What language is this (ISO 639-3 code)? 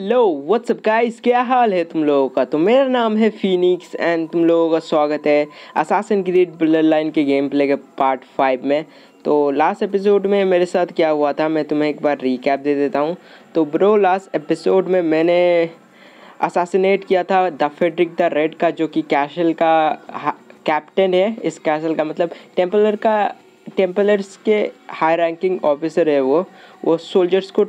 hin